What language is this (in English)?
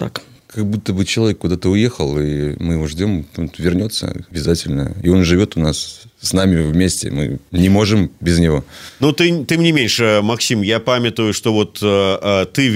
Belarusian